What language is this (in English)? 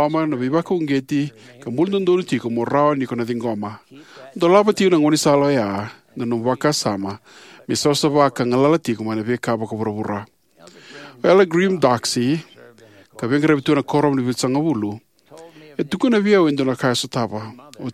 Fijian